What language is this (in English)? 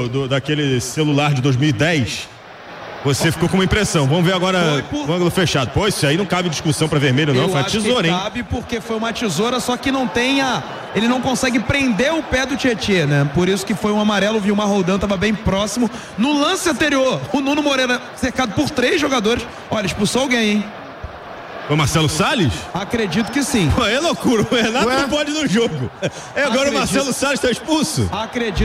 Portuguese